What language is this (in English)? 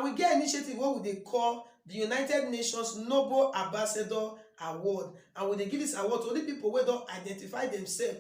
Nigerian Pidgin